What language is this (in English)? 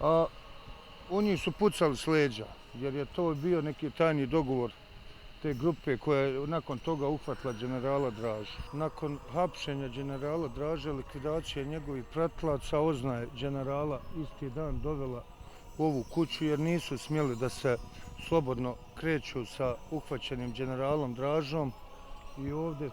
Bosnian